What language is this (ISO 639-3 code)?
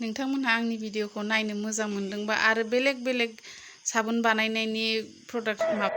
brx